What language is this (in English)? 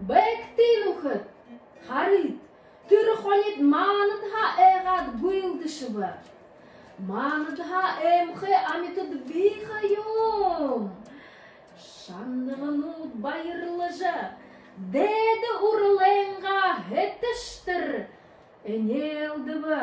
Buriat